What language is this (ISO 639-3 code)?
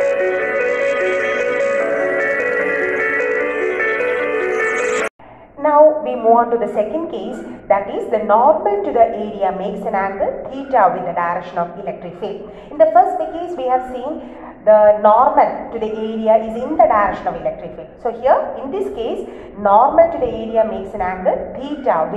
eng